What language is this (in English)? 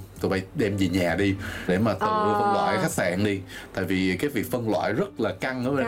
Vietnamese